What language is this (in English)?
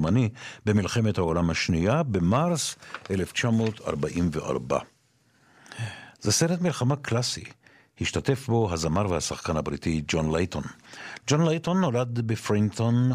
Hebrew